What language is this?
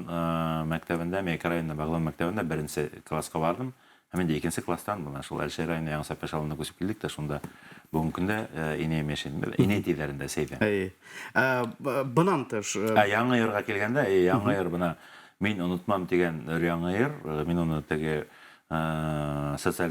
Bashkir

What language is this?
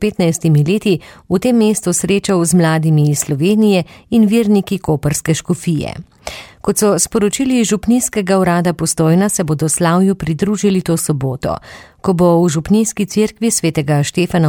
Slovenian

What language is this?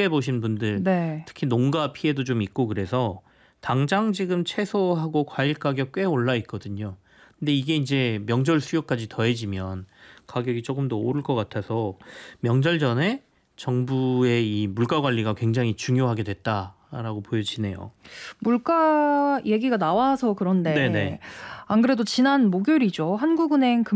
Korean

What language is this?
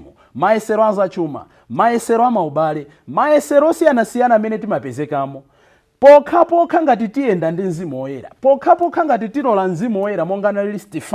Nyanja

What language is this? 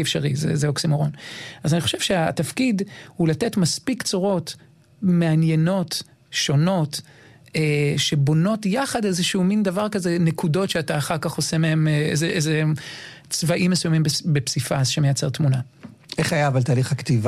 Hebrew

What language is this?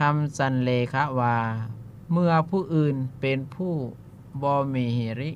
Lao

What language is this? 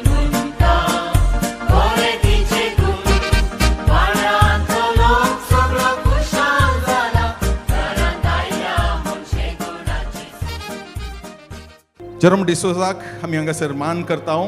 Konkani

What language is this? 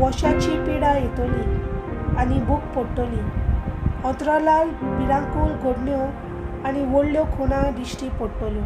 Konkani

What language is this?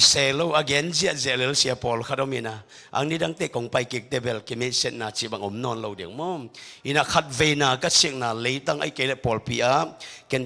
Tedim Chin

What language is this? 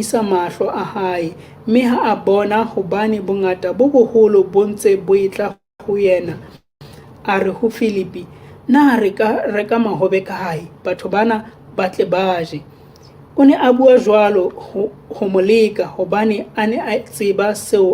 Southern Sotho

